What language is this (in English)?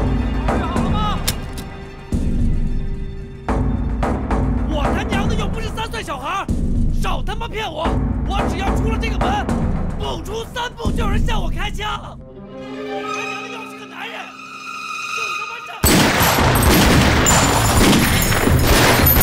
Chinese